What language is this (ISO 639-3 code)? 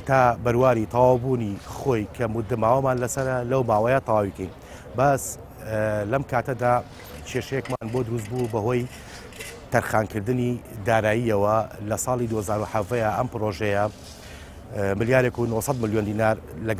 ckb